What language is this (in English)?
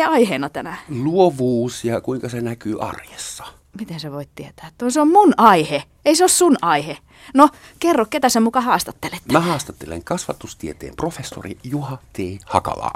Finnish